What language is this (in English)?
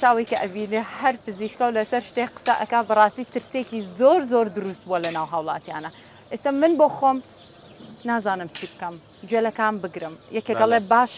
Central Kurdish